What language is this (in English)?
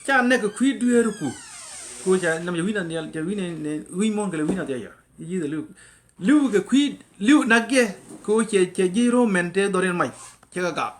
Nuer